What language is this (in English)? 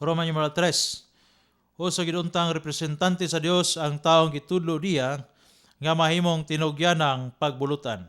Cebuano